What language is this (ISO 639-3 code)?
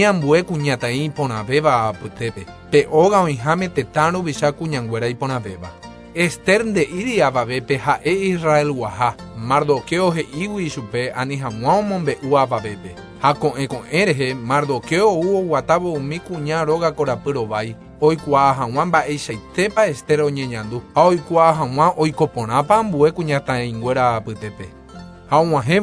grn